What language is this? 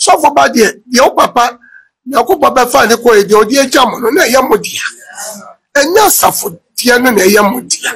Akan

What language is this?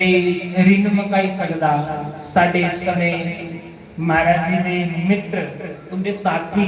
Dogri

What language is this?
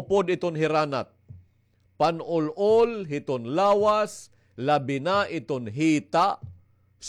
Waray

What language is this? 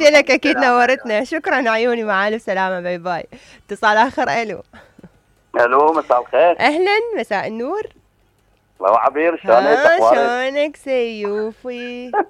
Mesopotamian Arabic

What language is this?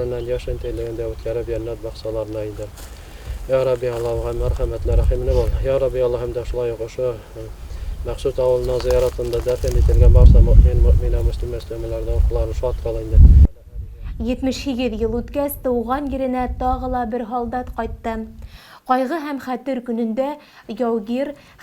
Bashkir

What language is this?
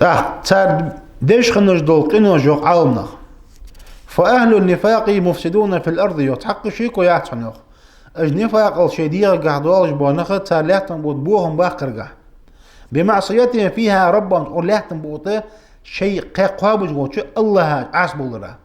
Ingush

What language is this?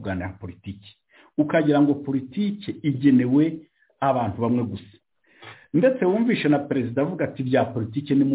Kinyarwanda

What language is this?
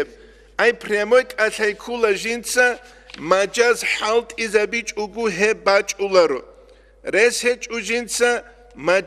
Avaric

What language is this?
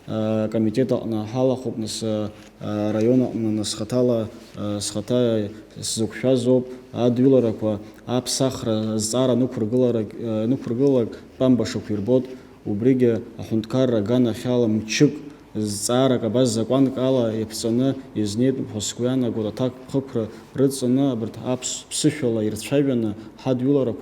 Abkhazian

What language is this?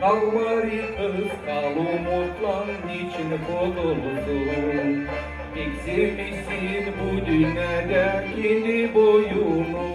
Gagauz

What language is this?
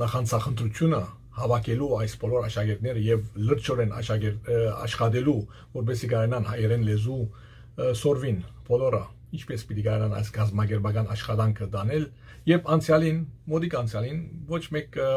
Western Armenian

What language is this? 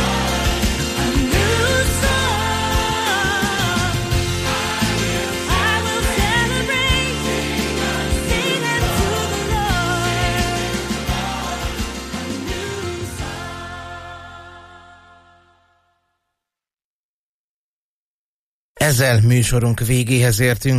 Hungarian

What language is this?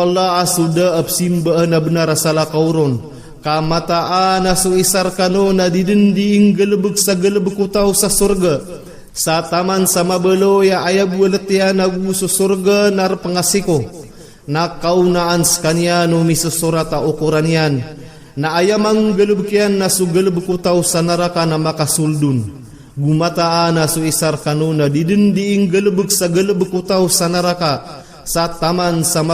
Maranao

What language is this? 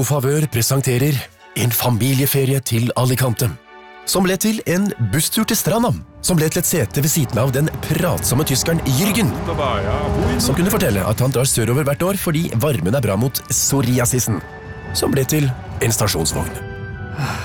Norwegian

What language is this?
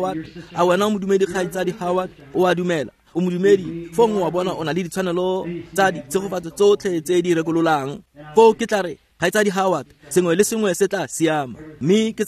Tswana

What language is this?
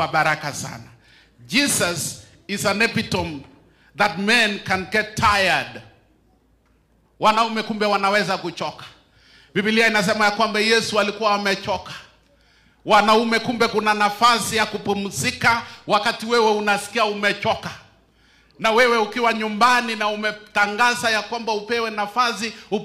Swahili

